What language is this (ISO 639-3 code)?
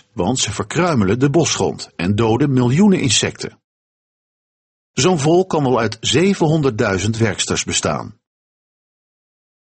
nld